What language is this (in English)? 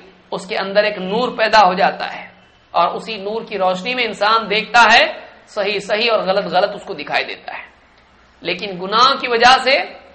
Urdu